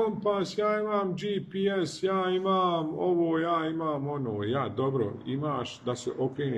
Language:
Bosnian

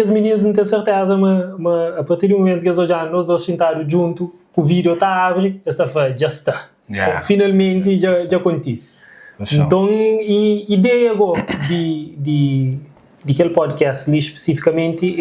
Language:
Kabuverdianu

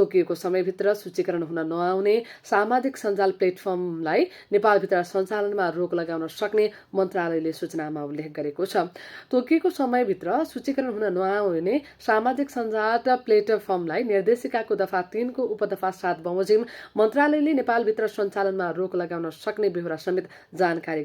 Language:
Nepali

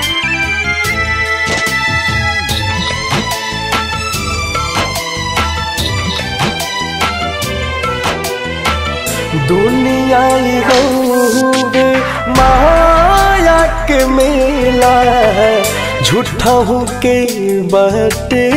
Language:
Bhojpuri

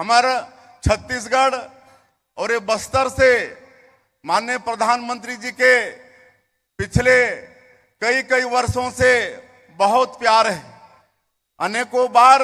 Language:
Chhattisgarhi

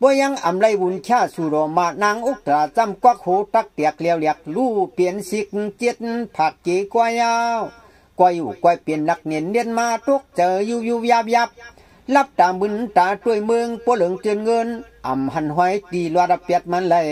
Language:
Shan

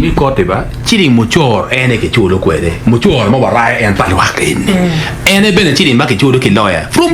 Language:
Acoli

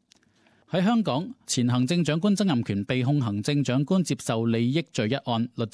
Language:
Cantonese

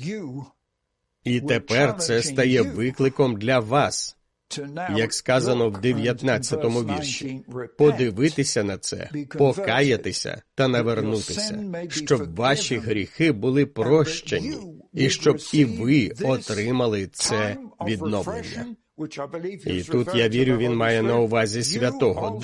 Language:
Ukrainian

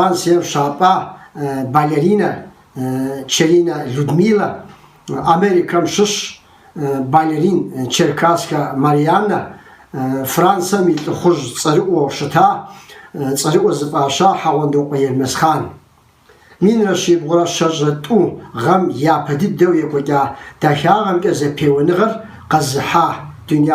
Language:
Kabardian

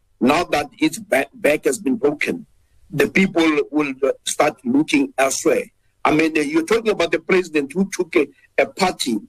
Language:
English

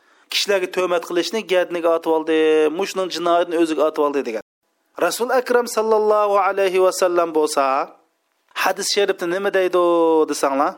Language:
Uyghur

